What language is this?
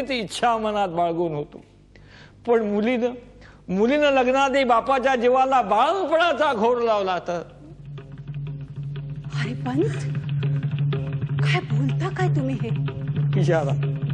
Marathi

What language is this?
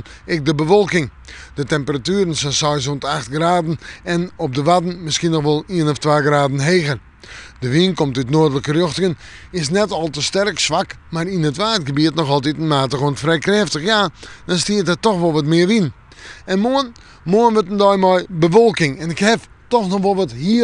Western Frisian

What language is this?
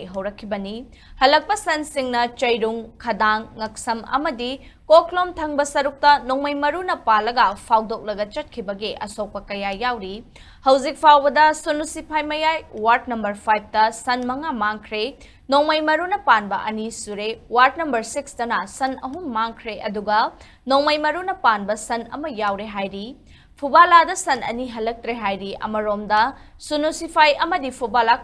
Manipuri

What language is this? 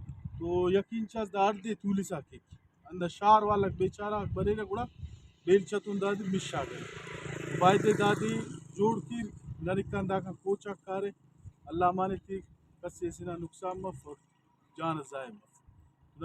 Brahui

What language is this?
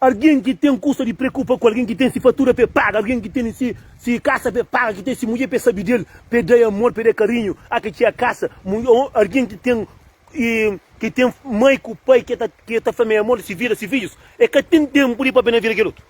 Kabuverdianu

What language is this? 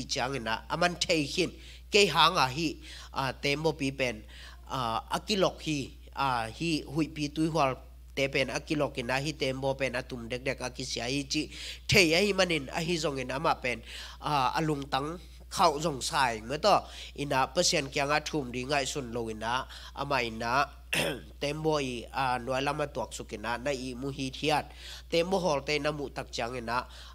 Tedim Chin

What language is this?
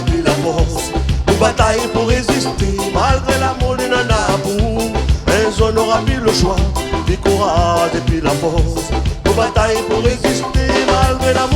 Réunion Creole French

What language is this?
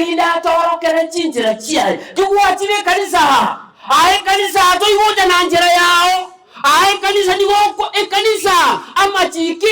Gusii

